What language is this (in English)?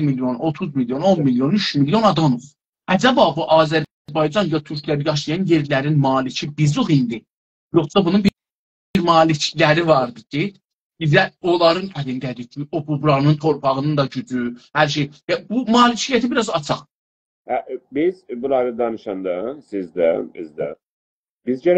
South Azerbaijani